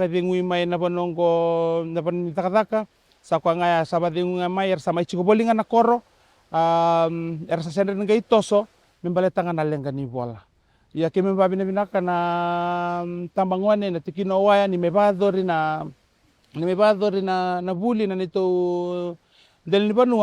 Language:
Fijian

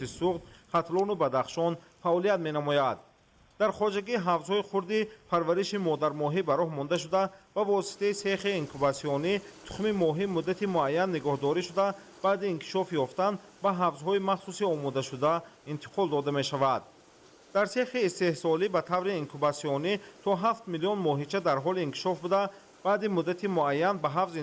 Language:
Tajik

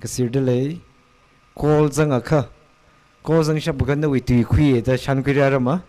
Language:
Tangkhul Naga (India)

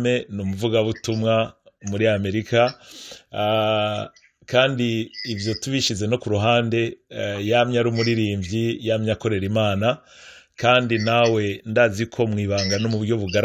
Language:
Rundi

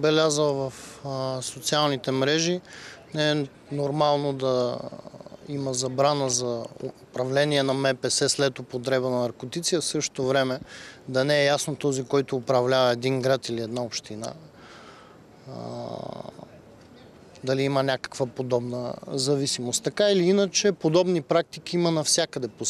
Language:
Bulgarian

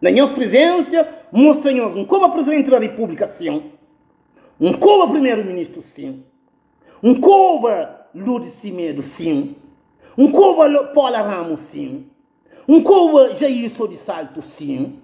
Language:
Kabuverdianu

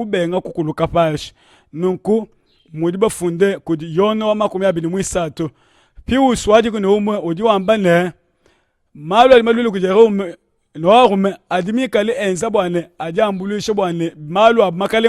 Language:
Luba-Lulua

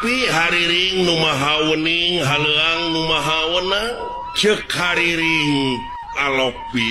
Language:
Sundanese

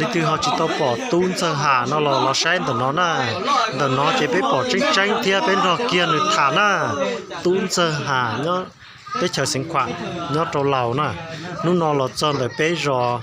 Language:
Hmong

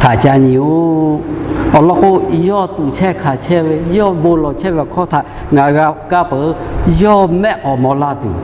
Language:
Lahu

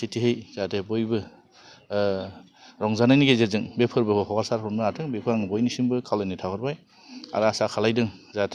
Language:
Bodo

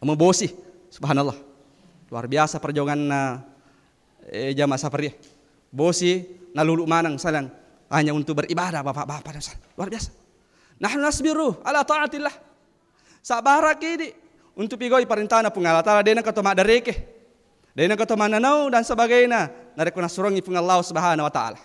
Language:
Buginese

